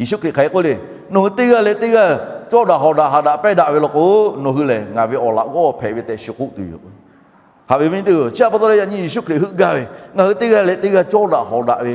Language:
Lahu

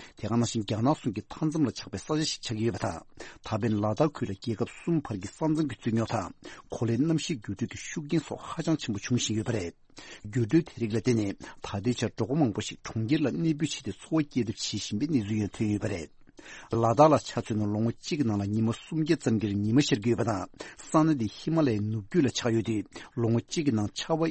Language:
Tibetan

